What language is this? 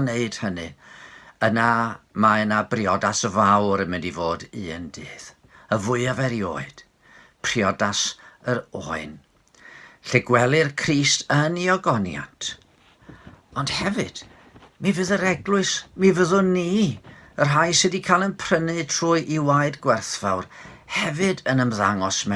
Welsh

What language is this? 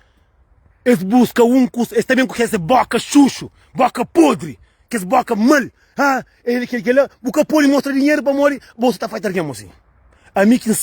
Kabuverdianu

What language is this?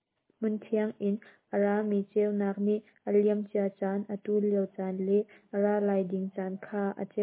Hakha Chin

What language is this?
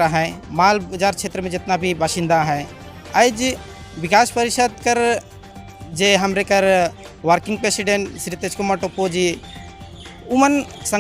Sadri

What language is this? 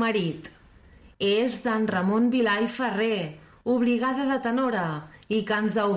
Catalan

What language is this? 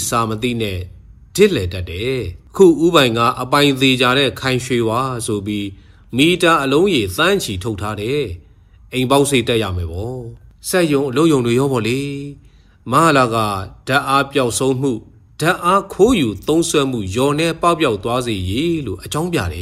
Burmese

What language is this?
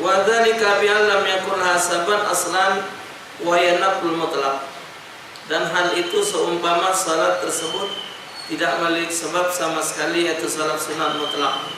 Musi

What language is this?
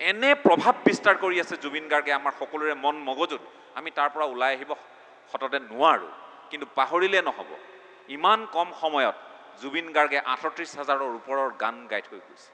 Assamese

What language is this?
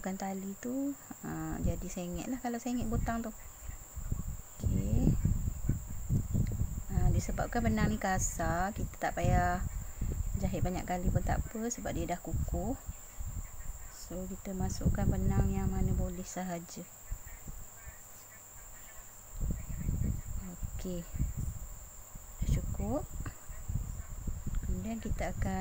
Malay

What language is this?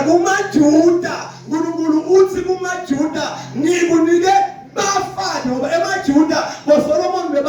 Zulu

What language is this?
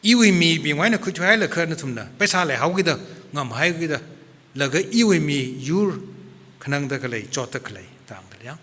Tangkhul Naga (India)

